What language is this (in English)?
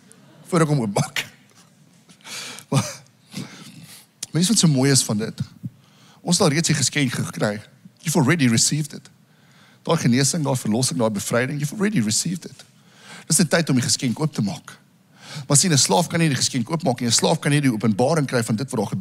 Afrikaans